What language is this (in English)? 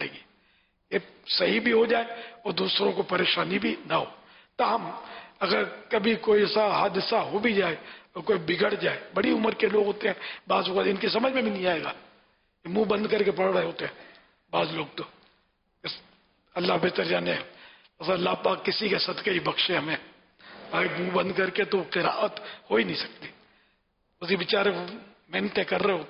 Urdu